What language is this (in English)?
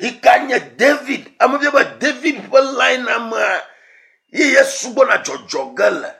Ewe